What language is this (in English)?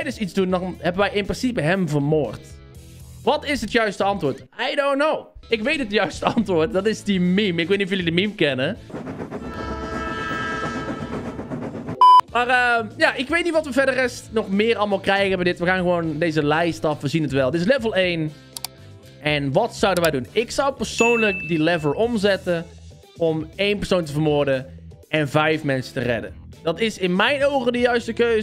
Dutch